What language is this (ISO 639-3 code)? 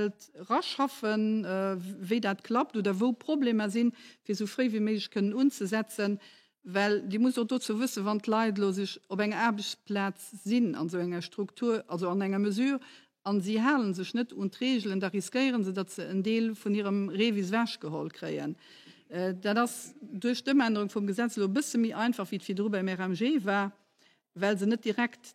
ltz